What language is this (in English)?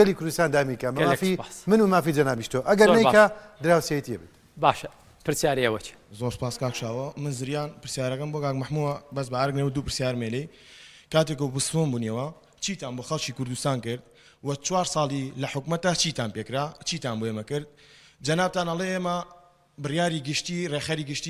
Central Kurdish